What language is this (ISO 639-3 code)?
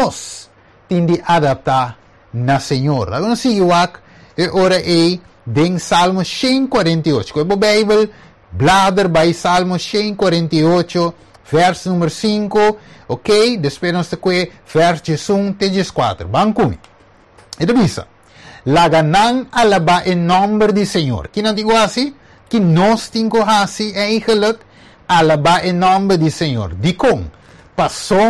pap